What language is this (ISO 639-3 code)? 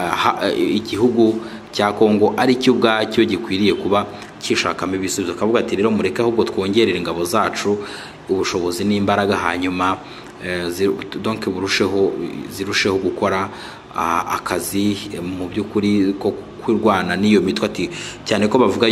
kin